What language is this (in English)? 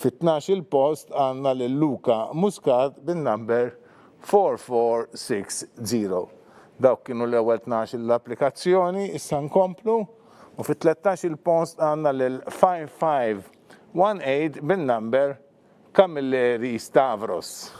Maltese